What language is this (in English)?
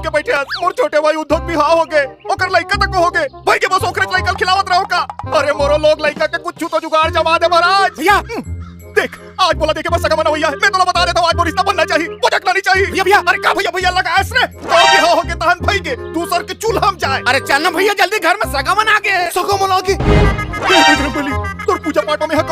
Chhattisgarhi